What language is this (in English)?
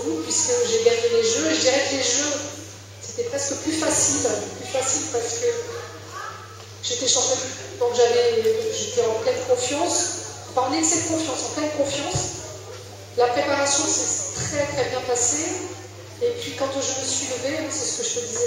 French